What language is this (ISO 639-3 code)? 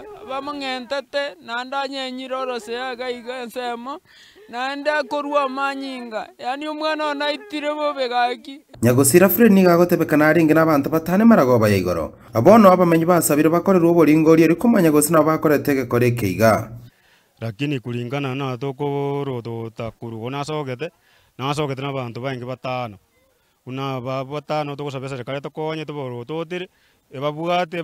guz